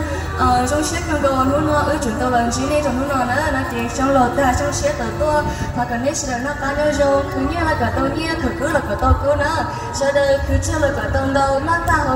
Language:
Hmong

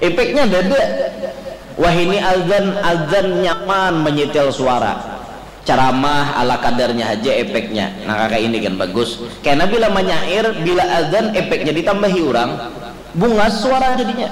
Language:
Banjar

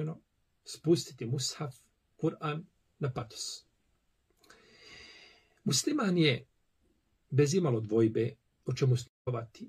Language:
Bosnian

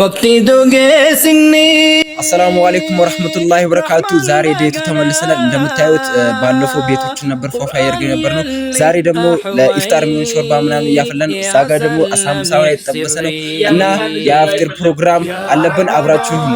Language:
Amharic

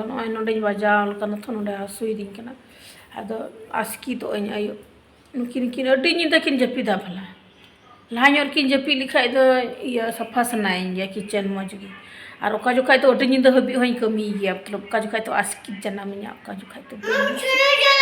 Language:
Santali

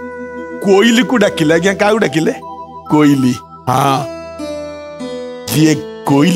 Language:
Odia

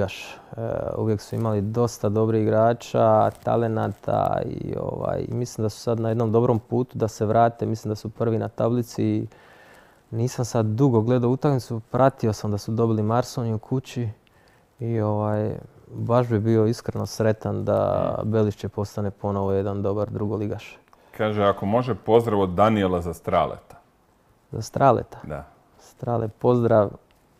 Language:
Croatian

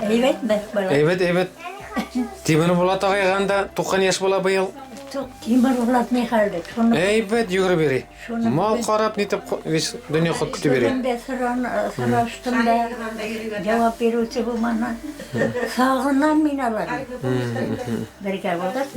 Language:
Bashkir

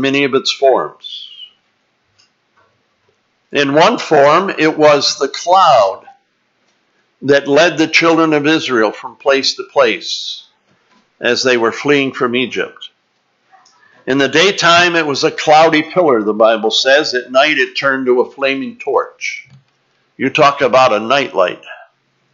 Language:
English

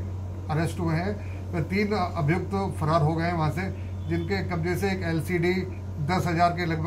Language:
Hindi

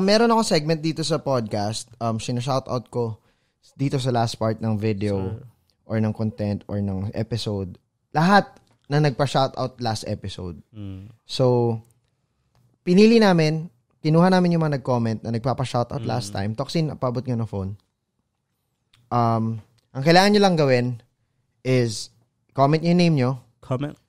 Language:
Filipino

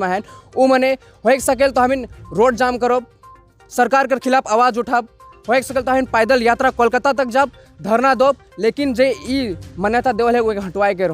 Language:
Sadri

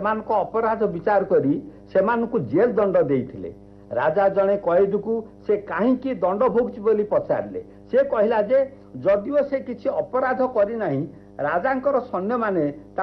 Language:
Odia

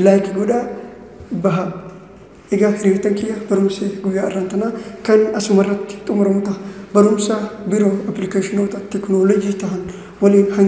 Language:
Oromo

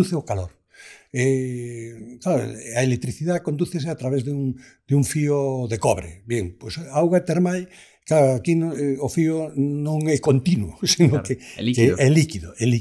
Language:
Galician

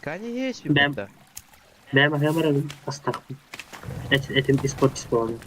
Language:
Yakut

